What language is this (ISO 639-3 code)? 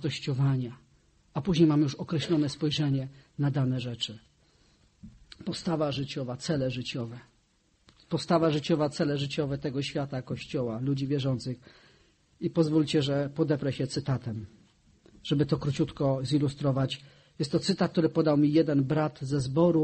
pol